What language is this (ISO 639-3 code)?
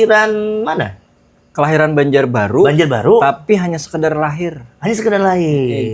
bjn